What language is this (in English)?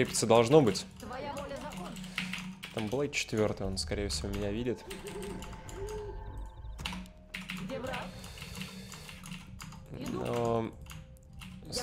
Russian